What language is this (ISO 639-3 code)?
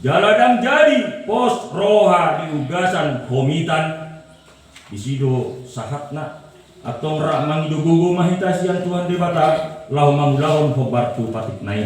bbc